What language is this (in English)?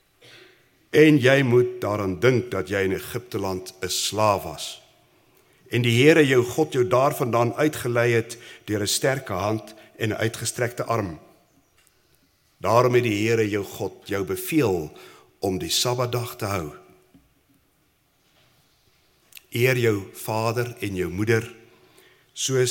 Afrikaans